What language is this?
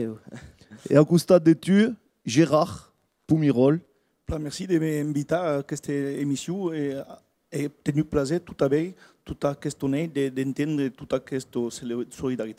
Occitan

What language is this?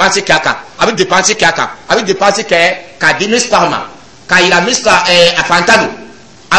Dyula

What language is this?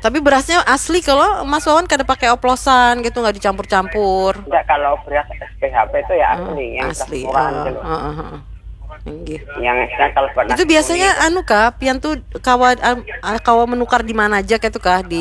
Banjar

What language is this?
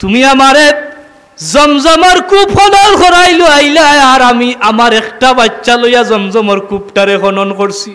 Sylheti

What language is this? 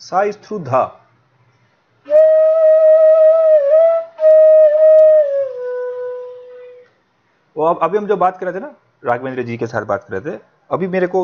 Hindi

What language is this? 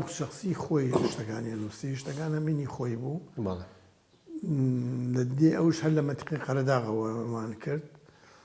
Central Kurdish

